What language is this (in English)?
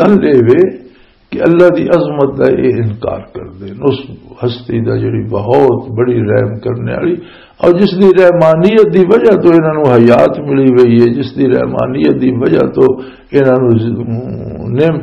Western Panjabi